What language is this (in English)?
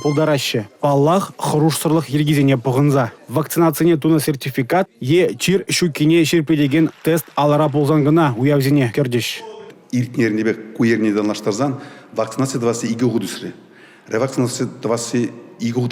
Chuvash